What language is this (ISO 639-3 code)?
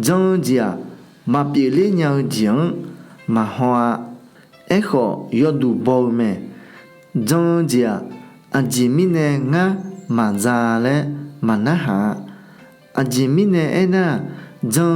ahk